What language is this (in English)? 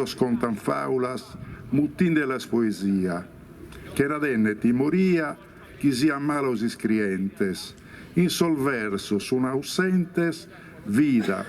Sardinian